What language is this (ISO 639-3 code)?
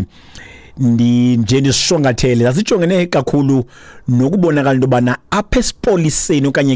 xho